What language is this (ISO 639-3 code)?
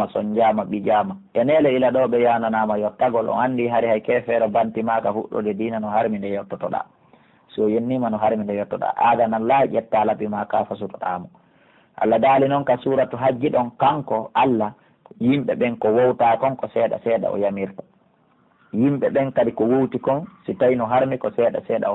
fuf